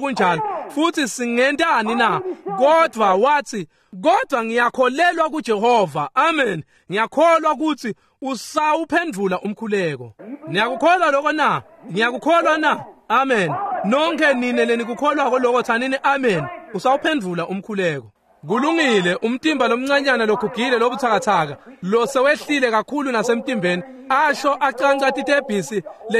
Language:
Swati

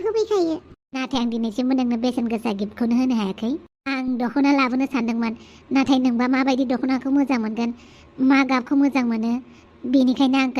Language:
Bodo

